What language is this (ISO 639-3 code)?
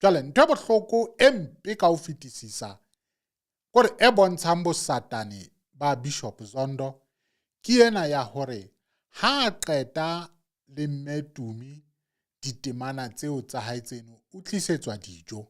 sot